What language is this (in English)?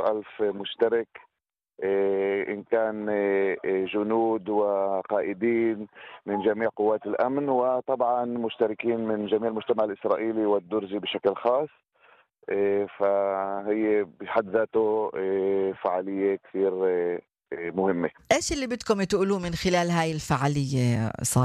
North Levantine Arabic